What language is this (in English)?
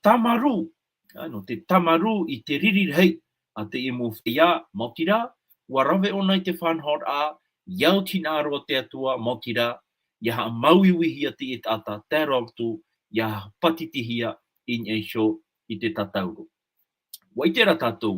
Tahitian